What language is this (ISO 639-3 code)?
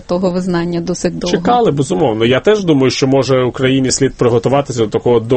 ukr